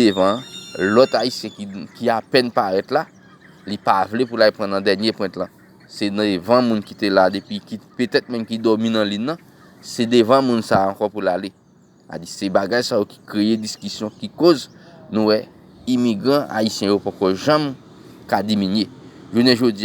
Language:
Haitian Creole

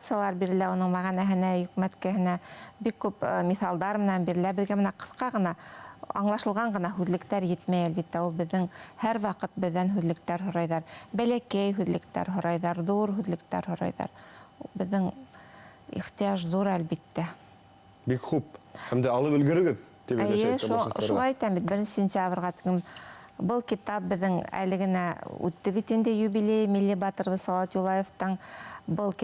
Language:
Bashkir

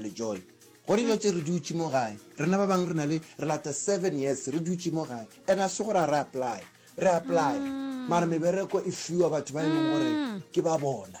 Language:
Northern Sotho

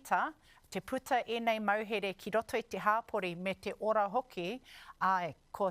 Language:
Māori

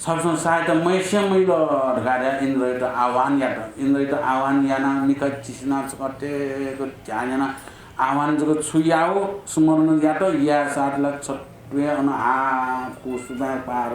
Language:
Newari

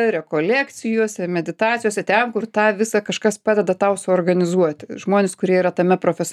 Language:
Lithuanian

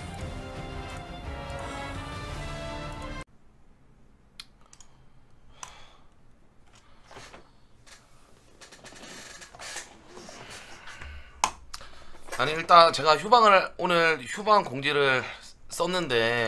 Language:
Korean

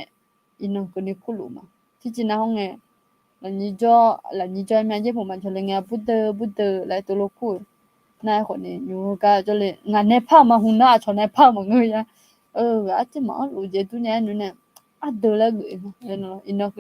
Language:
Akha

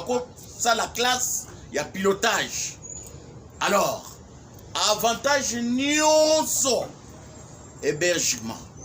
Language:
Lingala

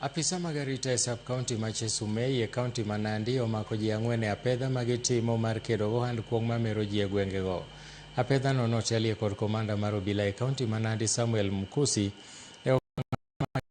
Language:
Luo (Kenya and Tanzania)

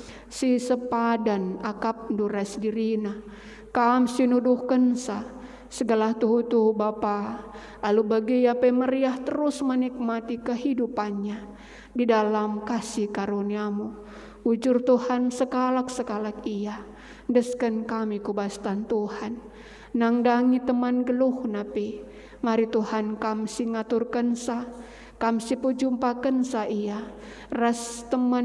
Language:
Batak Karo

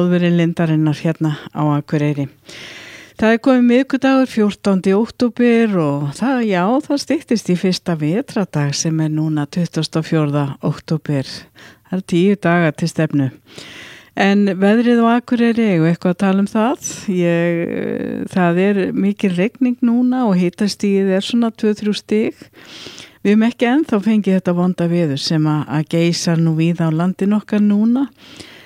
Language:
Icelandic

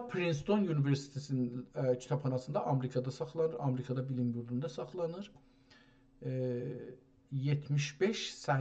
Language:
South Azerbaijani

